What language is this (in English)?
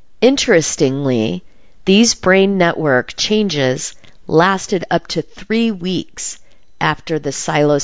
English